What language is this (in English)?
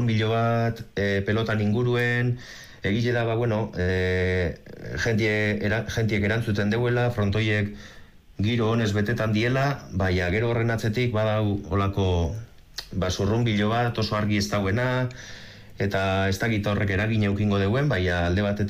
Basque